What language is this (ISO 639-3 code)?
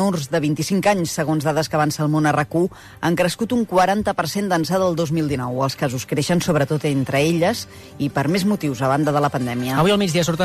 cat